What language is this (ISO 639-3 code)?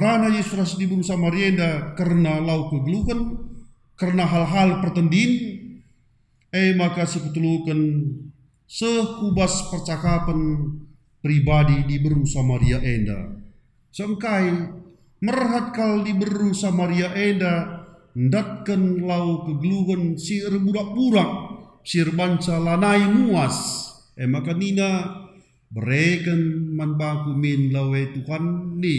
btx